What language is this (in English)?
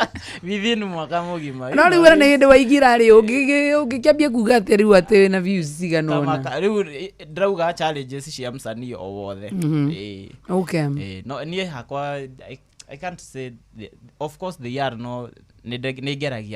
Kikuyu